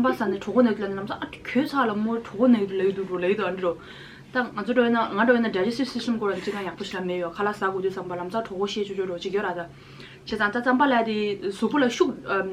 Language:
Tibetan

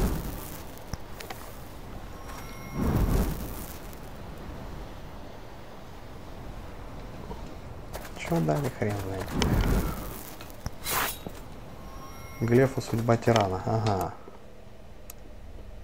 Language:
Russian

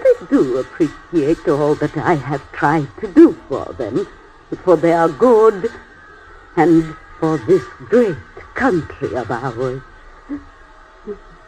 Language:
English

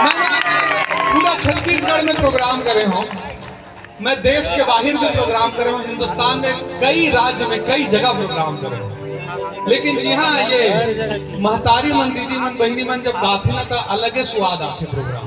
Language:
Chhattisgarhi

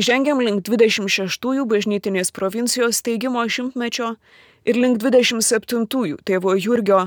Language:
Lithuanian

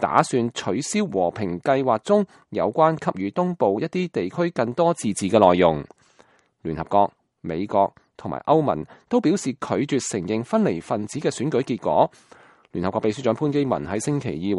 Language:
Cantonese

